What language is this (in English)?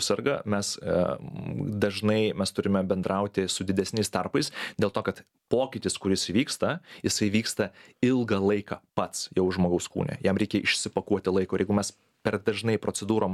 Lithuanian